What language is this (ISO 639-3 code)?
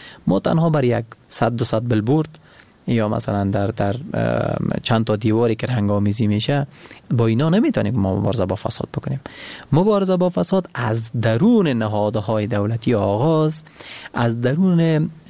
fas